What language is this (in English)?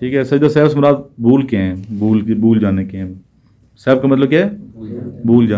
Urdu